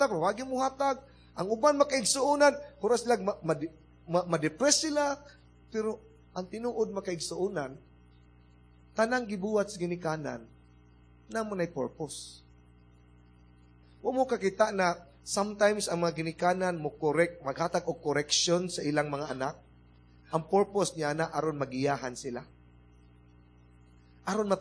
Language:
Cebuano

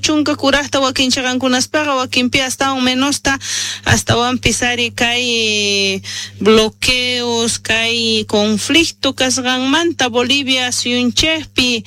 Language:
South Bolivian Quechua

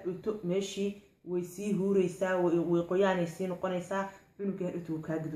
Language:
Somali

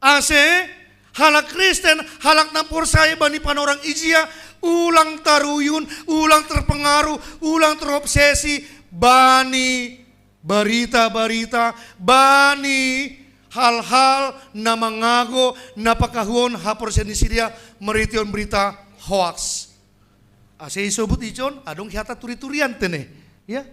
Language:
Batak Simalungun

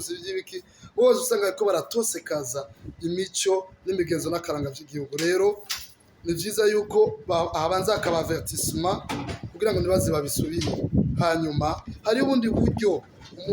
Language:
Rundi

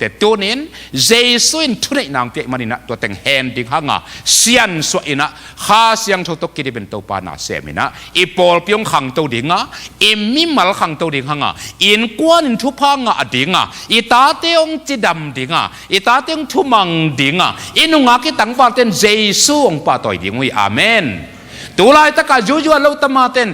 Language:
Tedim Chin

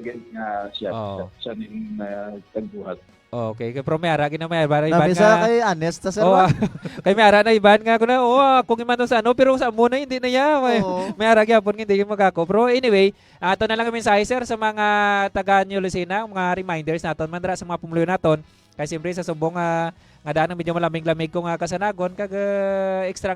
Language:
Hiligaynon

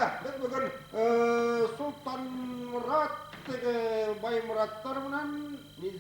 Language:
Bashkir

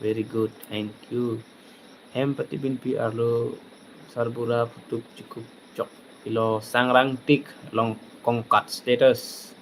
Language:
Karbi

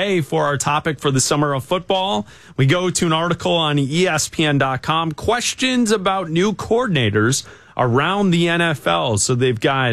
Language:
English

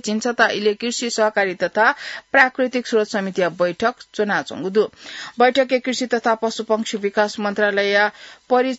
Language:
Newari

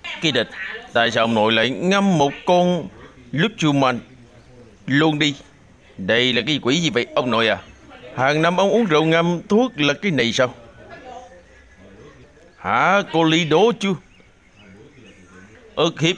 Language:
Vietnamese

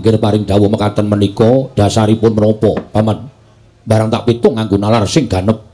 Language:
Javanese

